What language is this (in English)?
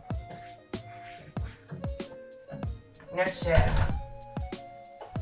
Croatian